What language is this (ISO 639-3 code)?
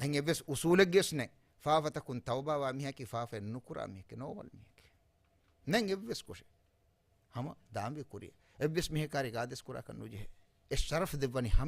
div